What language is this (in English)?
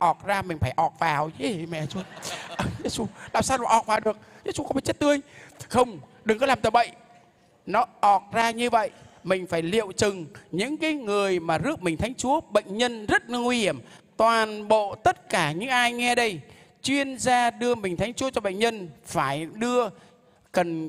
Vietnamese